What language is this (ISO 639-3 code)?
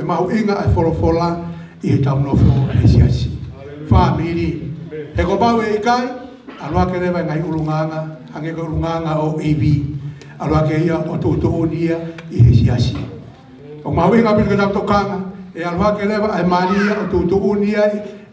ton